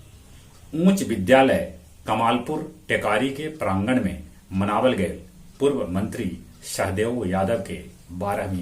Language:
Magahi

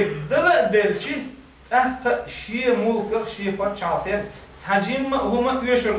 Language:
Chechen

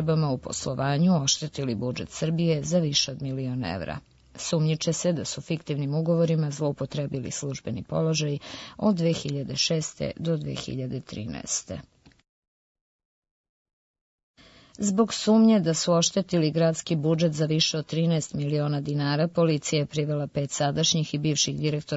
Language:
Serbian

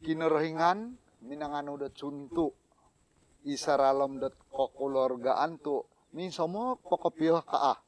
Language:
Central Dusun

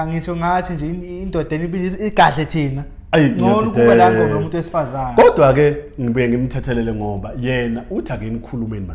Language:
Zulu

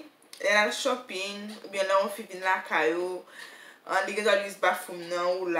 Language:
Haitian Creole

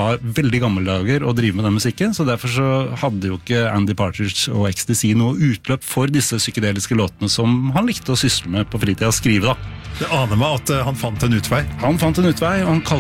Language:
Norwegian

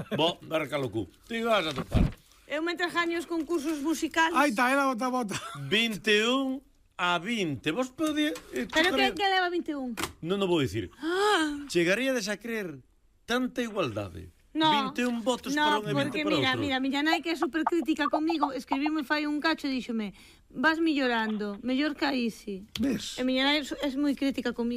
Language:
Galician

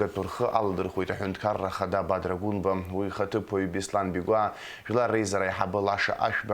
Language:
Abkhazian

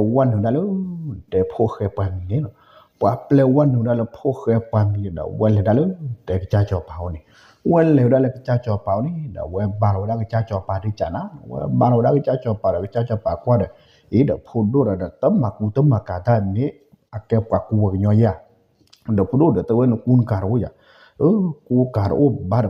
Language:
S'gaw Karen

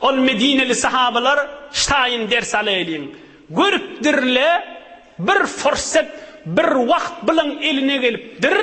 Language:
Turkmen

